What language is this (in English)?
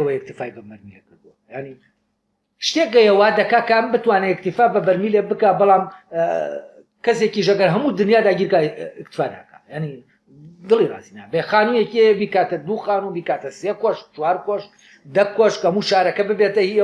Central Kurdish